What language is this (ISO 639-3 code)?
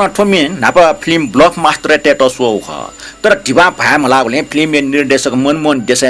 new